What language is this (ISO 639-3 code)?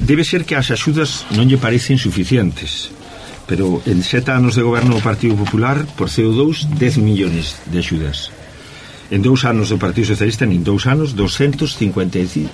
glg